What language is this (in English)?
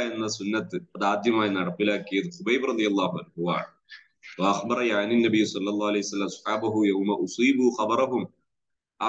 Malayalam